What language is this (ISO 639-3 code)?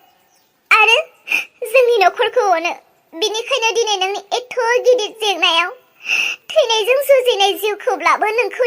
brx